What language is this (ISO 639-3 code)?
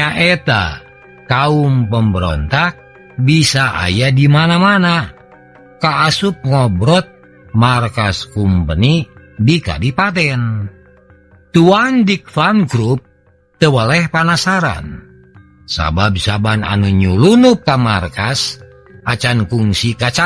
sun